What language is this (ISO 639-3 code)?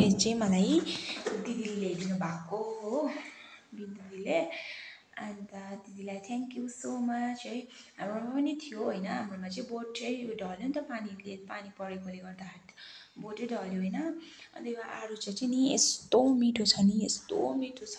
nep